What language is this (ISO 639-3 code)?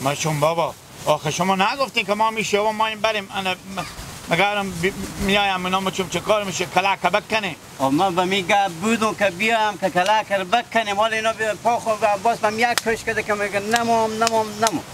fas